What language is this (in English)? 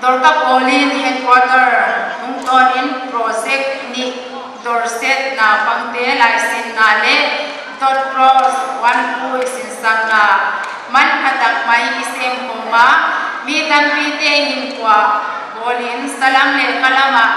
Paite Chin